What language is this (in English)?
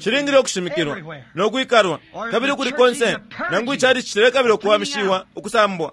Bemba